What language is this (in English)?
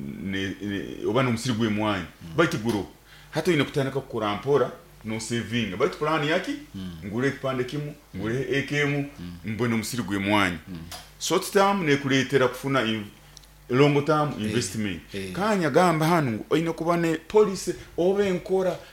Nyoro